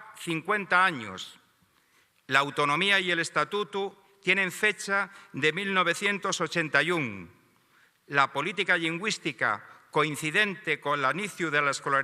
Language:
Asturian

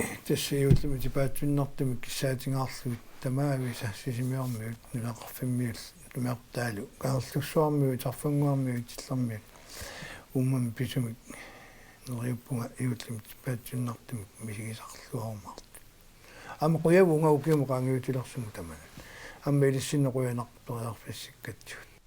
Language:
Kalaallisut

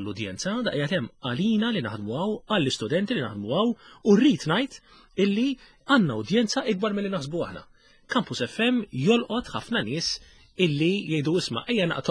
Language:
Maltese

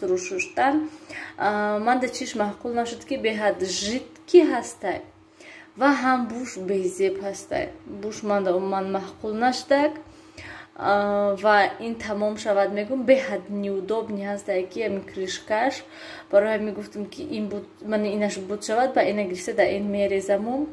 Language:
Tajik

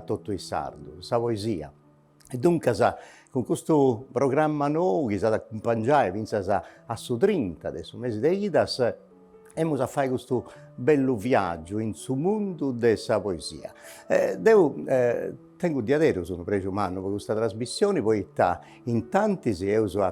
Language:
Sardinian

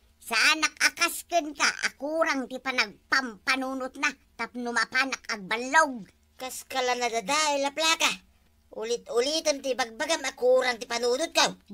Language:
Iloko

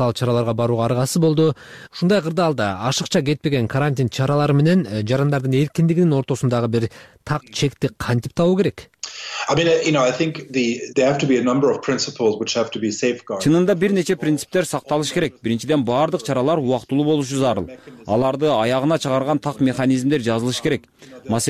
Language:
Kyrgyz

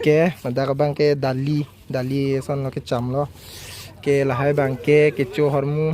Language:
Karbi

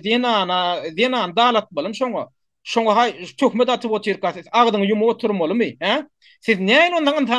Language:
Turkmen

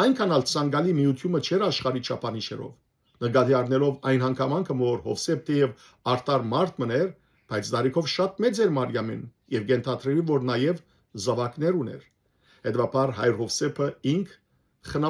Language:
Western Armenian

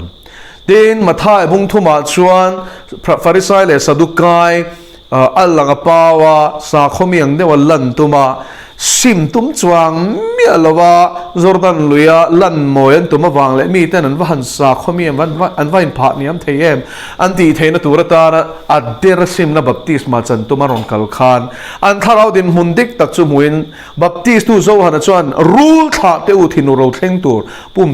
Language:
Mizo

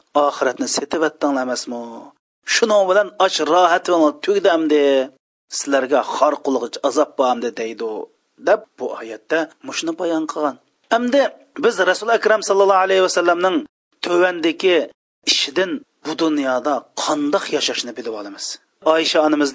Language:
Uyghur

